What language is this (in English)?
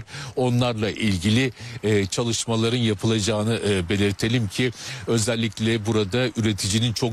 Turkish